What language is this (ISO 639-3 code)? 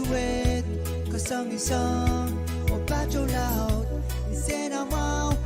pon